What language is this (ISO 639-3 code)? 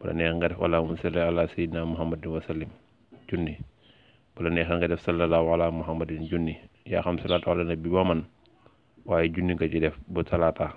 wol